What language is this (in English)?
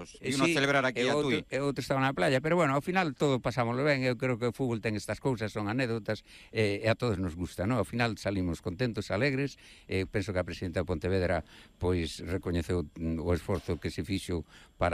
Galician